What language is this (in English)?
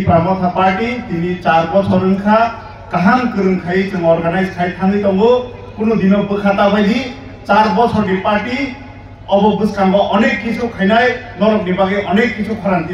Kok Borok